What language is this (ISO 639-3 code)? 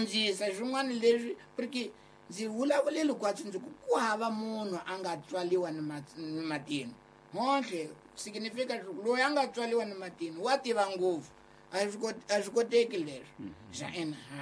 tso